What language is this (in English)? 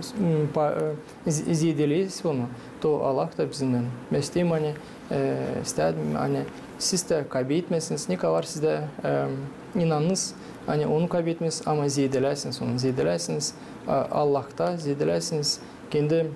Gagauz